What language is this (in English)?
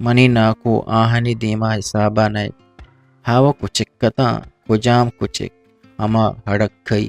Eastern Balochi